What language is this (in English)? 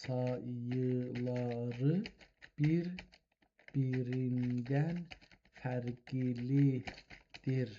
South Azerbaijani